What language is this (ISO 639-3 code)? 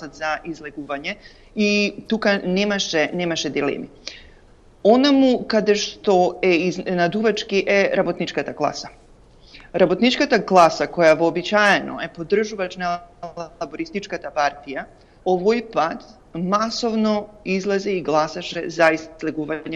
mkd